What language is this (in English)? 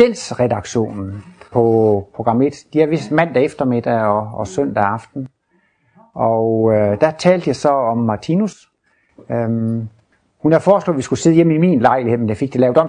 Danish